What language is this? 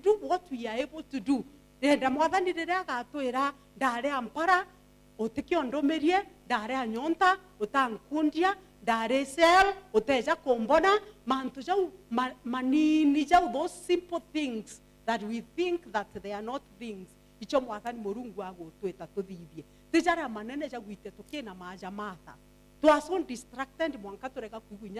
Meru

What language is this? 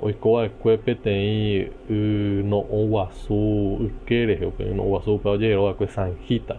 Guarani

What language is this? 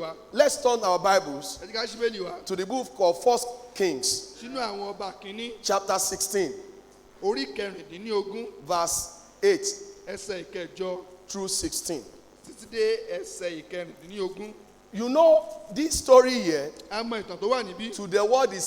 Yoruba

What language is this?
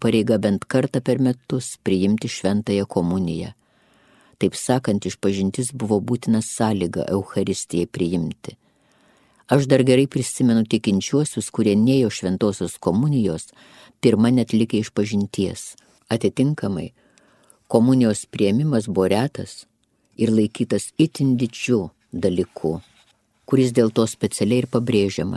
Lithuanian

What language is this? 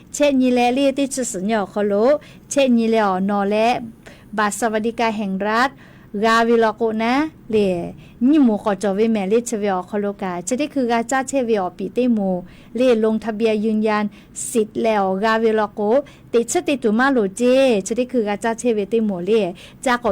Lahu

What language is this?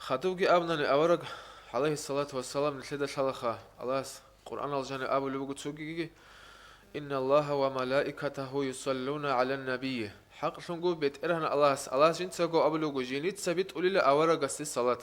Avaric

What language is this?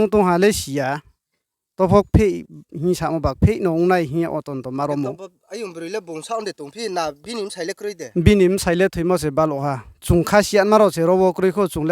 Riang (India)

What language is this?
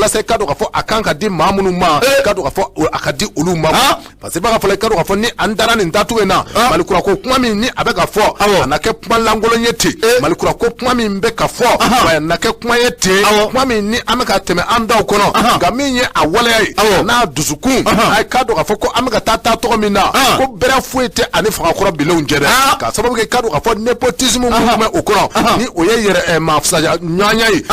Bambara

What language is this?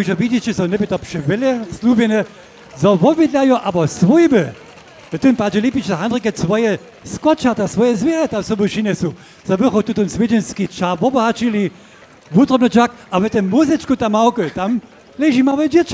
Upper Sorbian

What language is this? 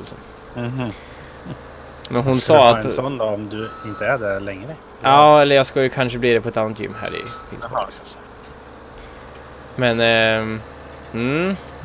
Swedish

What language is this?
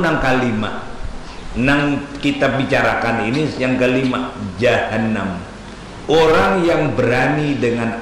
Banjar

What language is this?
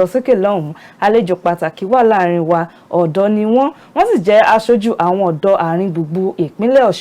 Yoruba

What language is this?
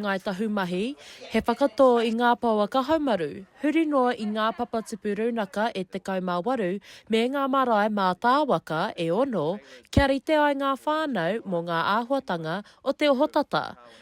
Māori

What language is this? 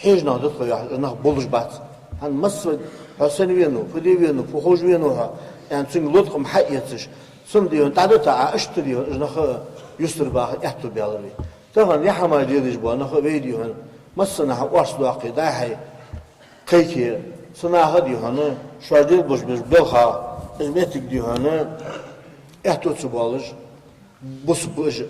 Ingush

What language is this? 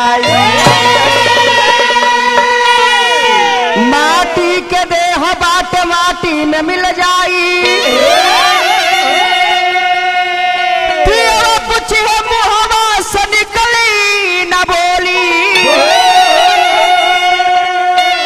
Bhojpuri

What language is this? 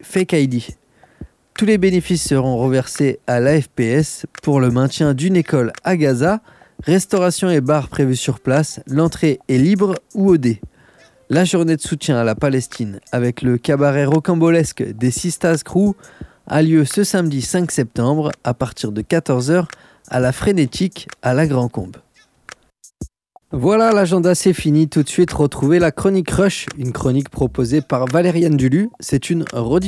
French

